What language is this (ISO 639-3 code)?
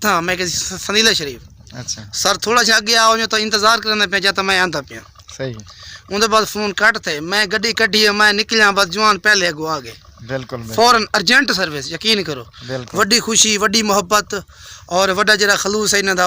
skr